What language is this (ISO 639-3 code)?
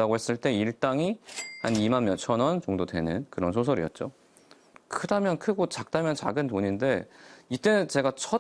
kor